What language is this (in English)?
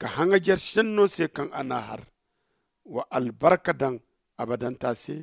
Zarma